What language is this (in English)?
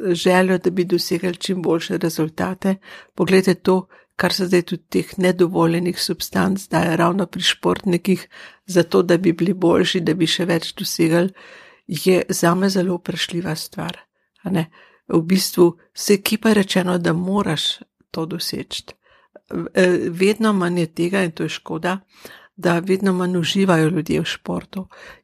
Slovenian